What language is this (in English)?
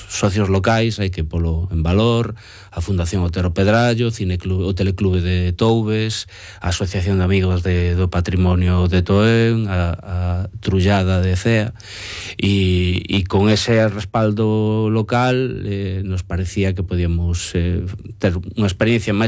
Galician